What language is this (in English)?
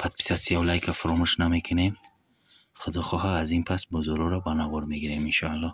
Tajik